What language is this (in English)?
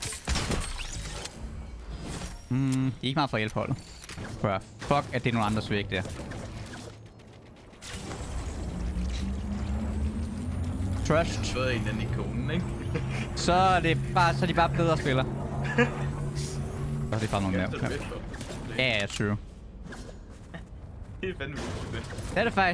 Danish